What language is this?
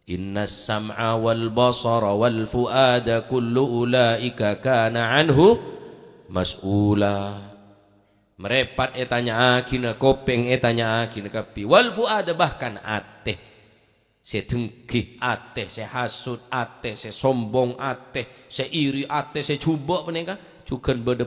Madurese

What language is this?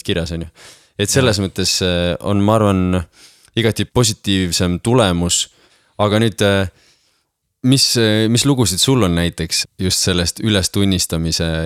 Estonian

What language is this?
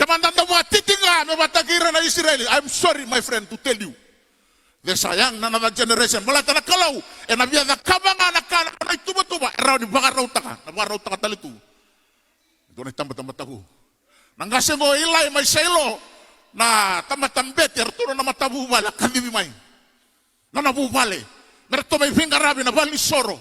Fijian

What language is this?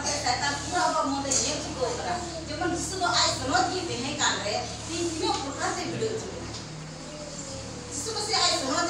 Santali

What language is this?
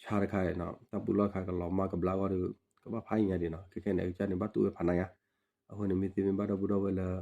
S'gaw Karen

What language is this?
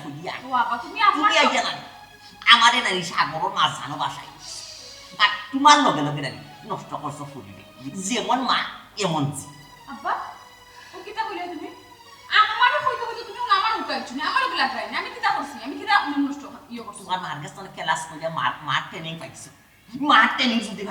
Sylheti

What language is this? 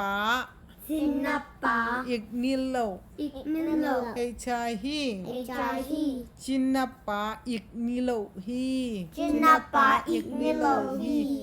Tedim Chin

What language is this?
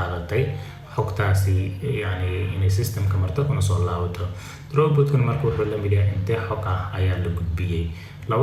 Somali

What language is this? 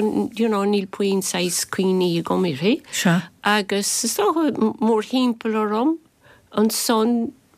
Irish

